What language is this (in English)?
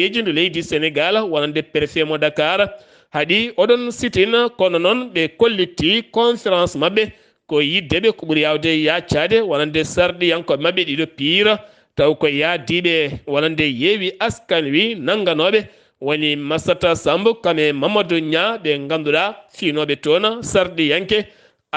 Fula